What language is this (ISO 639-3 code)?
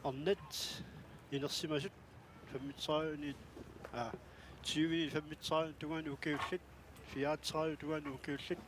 kal